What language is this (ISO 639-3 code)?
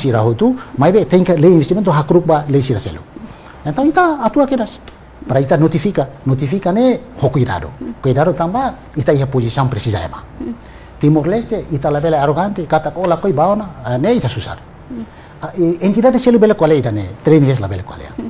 tet